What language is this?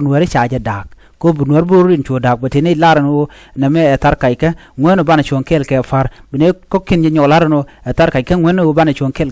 Nuer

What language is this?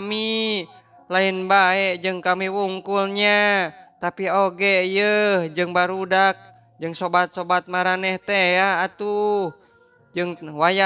Sundanese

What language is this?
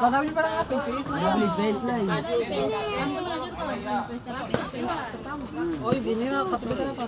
Ambonese Malay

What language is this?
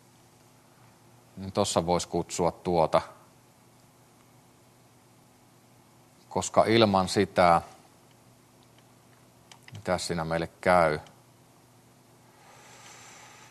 Finnish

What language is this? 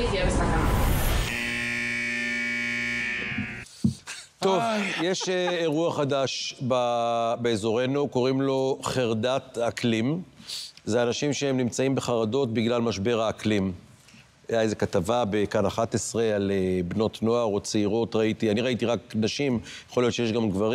Hebrew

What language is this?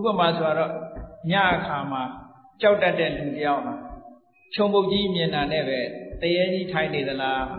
Burmese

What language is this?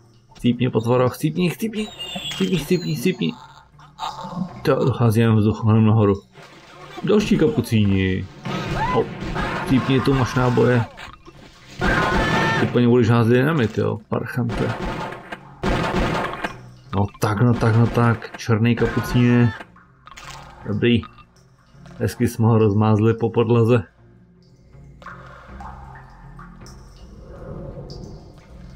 Czech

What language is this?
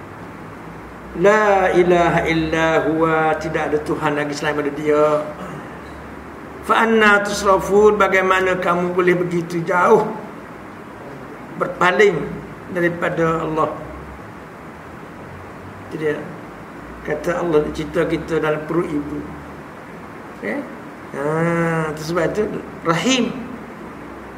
Malay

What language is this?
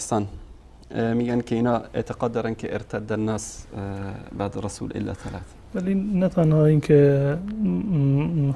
Persian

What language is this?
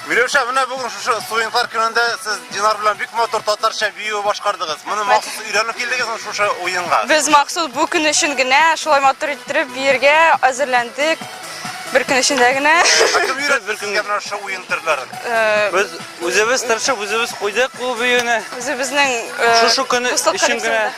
Tatar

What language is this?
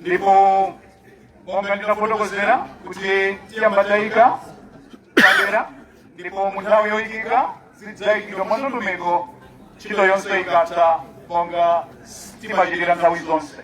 Nyanja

